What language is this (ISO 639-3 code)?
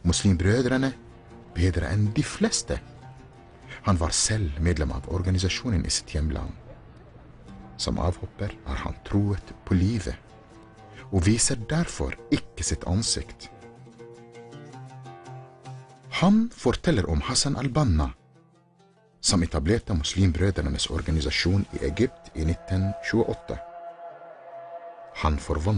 nor